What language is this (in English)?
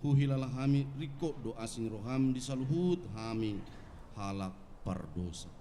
Batak Toba